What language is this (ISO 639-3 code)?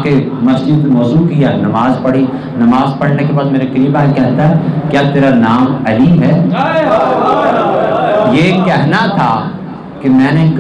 urd